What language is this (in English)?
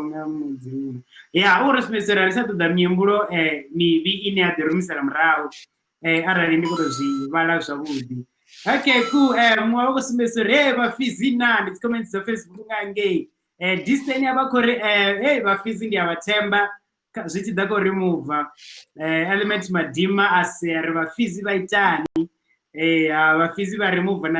Venda